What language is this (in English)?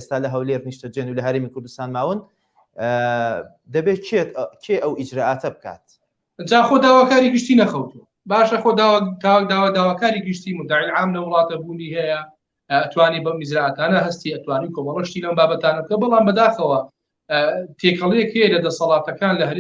Central Kurdish